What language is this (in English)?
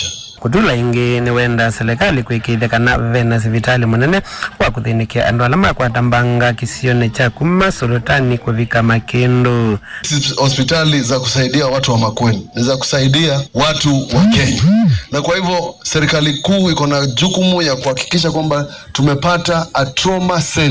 Kamba